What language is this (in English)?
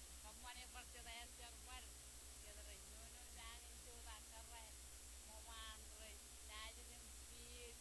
Marshallese